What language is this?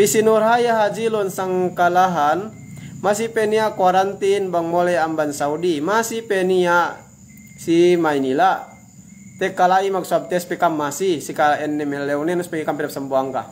Yakan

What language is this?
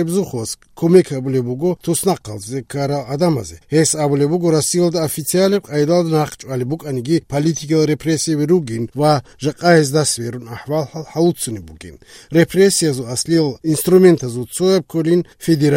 Avaric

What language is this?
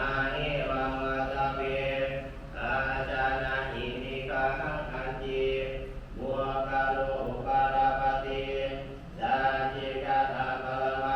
Pali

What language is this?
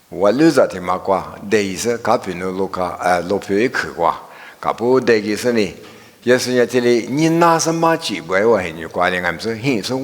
Lisu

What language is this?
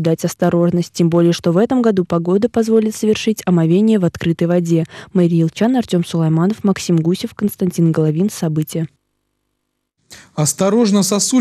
Russian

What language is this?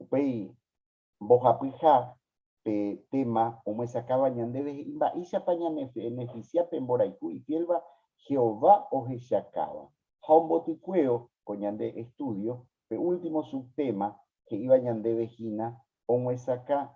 Guarani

